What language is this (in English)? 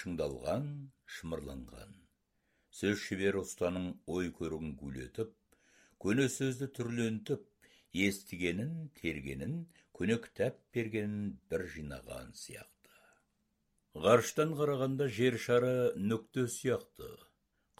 Kazakh